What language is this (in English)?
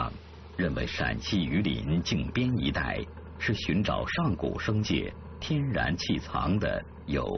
Chinese